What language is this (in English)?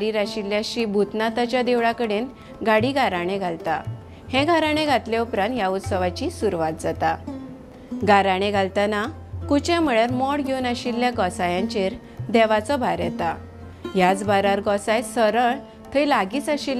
Konkani